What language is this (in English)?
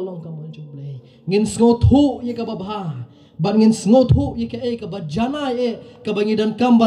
Khasi